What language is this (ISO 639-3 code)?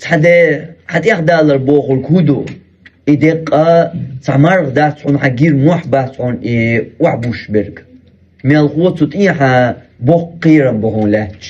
che